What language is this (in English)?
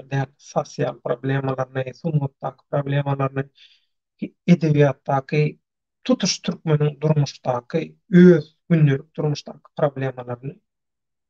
Turkmen